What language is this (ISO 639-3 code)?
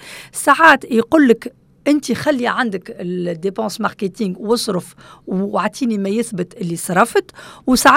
aeb